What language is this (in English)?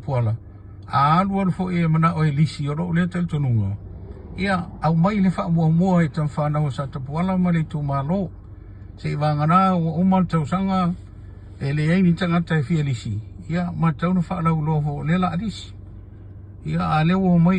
Samoan